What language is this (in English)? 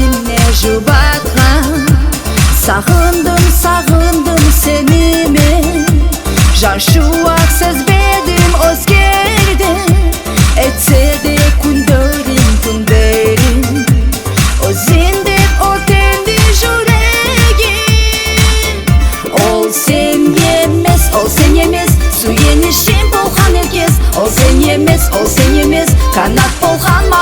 Kumyk